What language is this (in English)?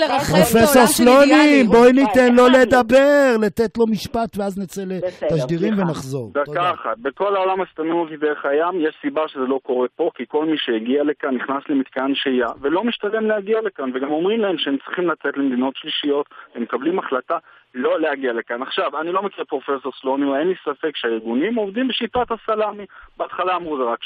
Hebrew